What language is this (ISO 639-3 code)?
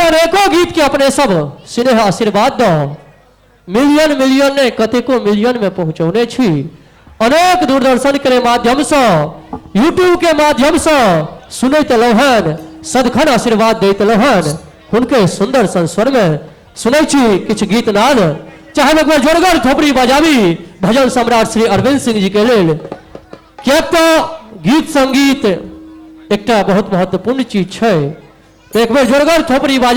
mai